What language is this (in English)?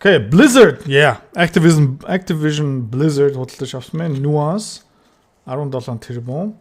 Mongolian